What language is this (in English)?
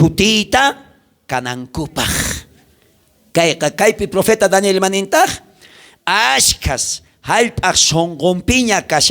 South Bolivian Quechua